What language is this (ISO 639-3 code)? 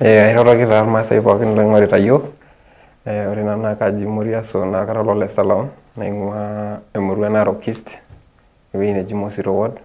mas